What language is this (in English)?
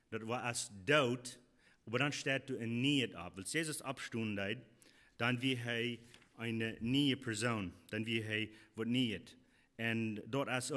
Plautdietsch